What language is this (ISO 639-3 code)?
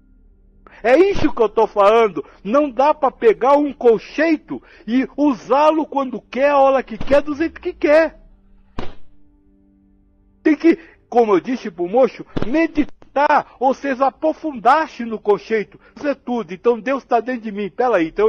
por